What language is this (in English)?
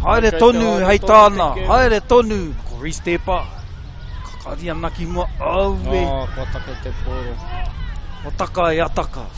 Māori